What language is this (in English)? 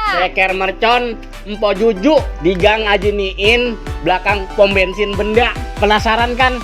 Betawi